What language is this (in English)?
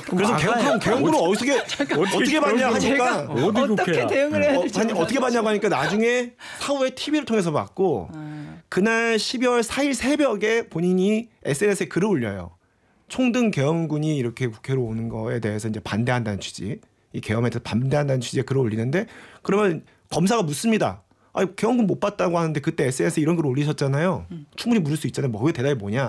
Korean